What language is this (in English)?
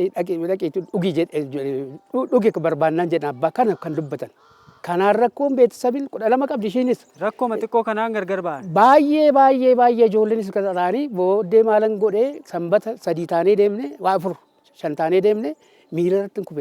Oromo